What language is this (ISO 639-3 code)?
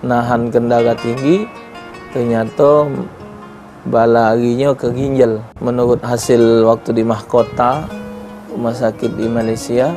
mui